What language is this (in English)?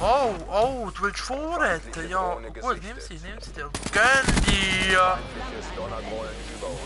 Swiss German